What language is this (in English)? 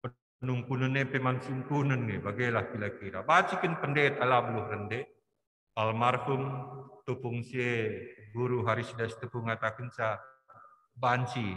Batak Karo